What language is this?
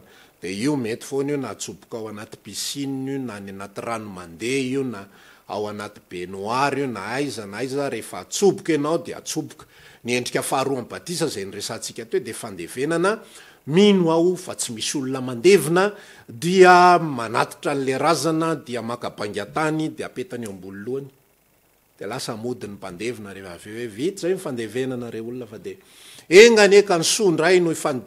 Malagasy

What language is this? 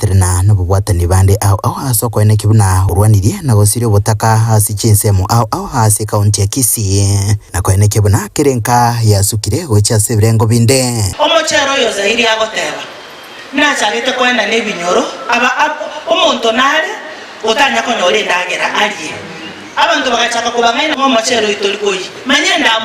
Gusii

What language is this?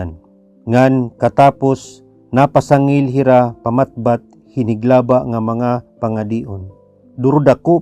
Waray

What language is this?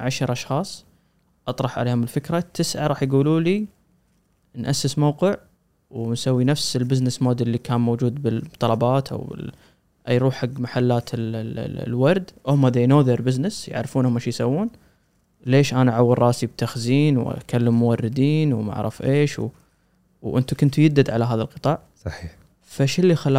Gulf Arabic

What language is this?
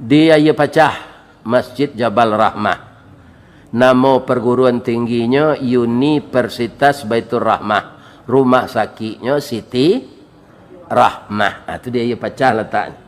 Minangkabau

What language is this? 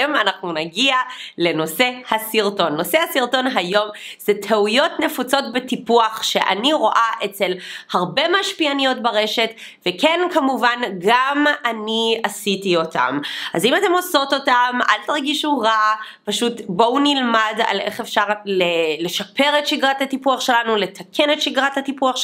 Hebrew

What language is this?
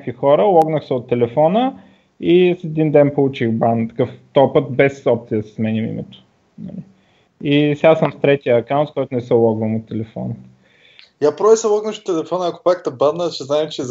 Bulgarian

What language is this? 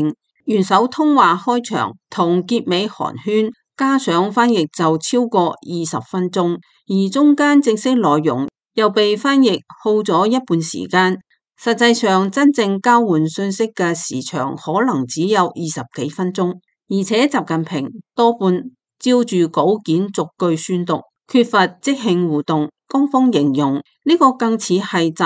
Cantonese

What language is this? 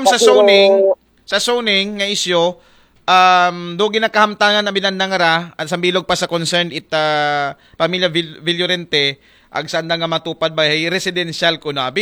Aklanon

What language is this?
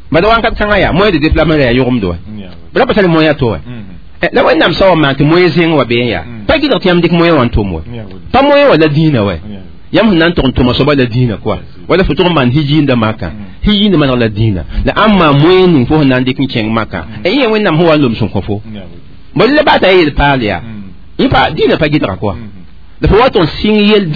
Mossi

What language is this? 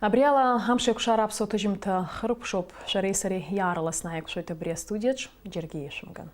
Abkhazian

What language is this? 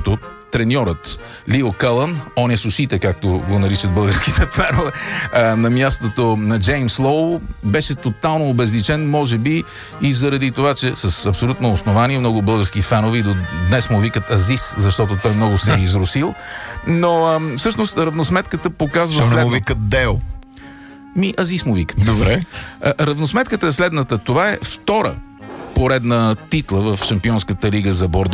Bulgarian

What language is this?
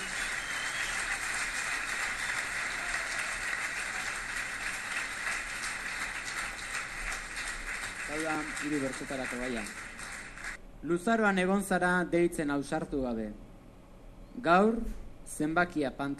Basque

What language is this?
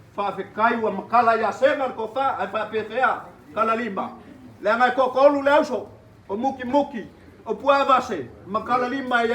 Samoan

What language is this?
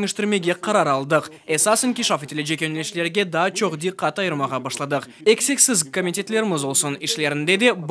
Crimean Tatar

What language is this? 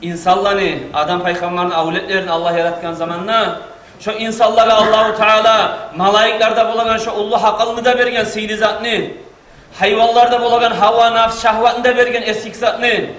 Kumyk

